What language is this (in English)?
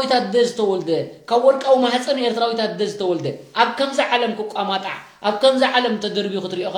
Tigrinya